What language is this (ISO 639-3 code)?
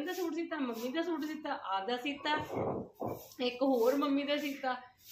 pan